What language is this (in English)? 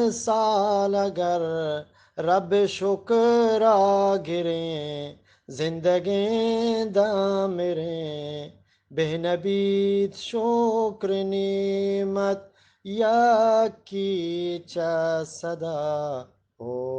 Eastern Balochi